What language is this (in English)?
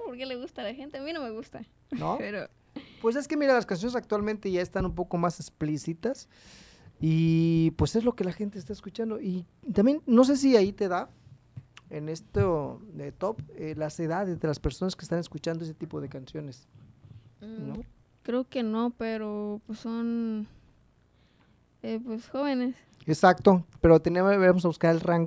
Spanish